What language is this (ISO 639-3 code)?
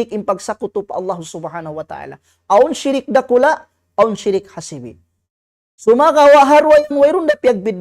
tsg